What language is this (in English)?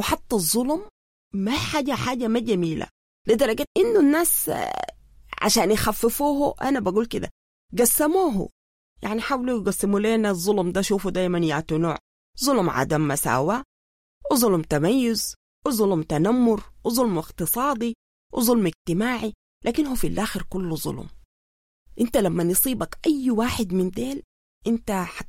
Sudanese Arabic